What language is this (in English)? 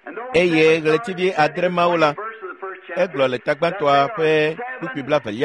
Ewe